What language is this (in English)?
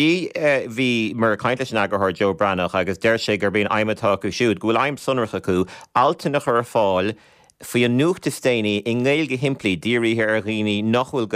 Irish